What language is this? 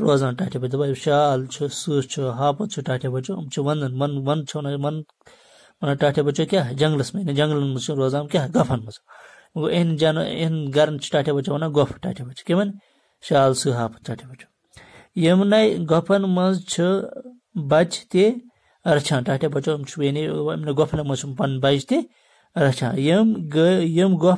Kashmiri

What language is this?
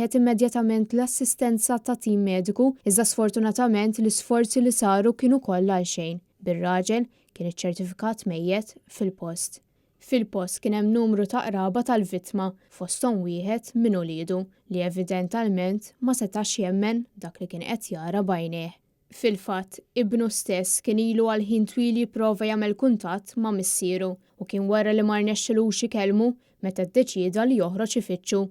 Maltese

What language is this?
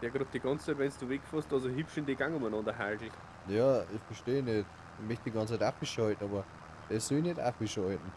Bavarian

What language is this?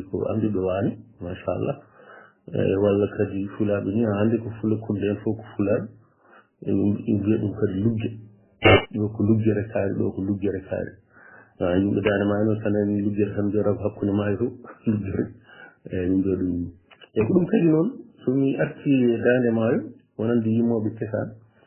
Fula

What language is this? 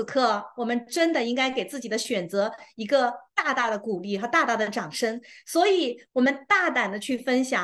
Chinese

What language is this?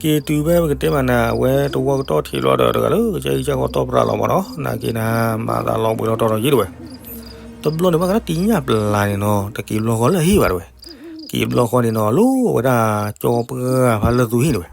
S'gaw Karen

